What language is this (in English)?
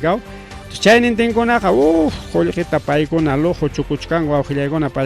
Ayacucho Quechua